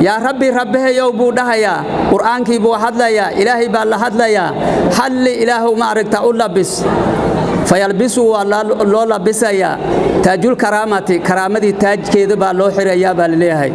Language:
Somali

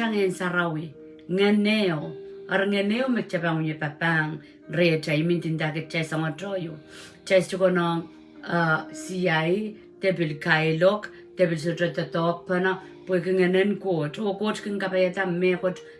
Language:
Pohnpeian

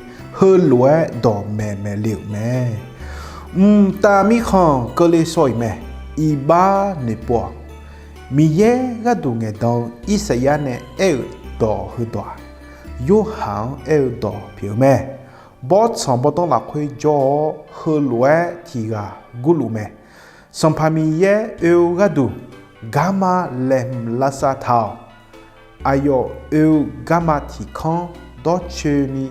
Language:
Akha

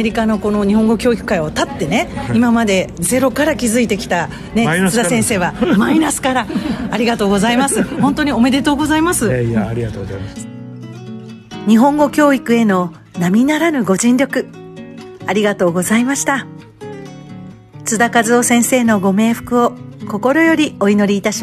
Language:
Japanese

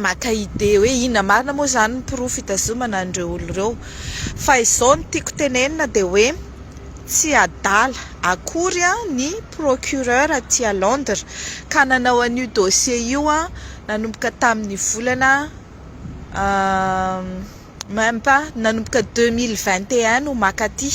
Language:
Malagasy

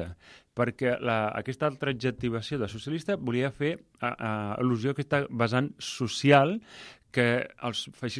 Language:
Catalan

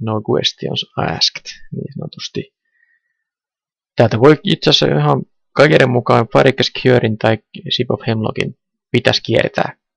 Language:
Finnish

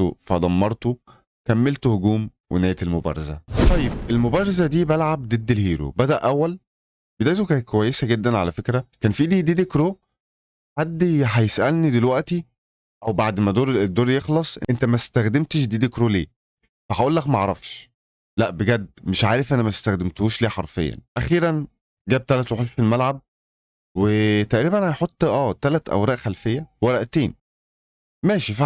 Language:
Egyptian Arabic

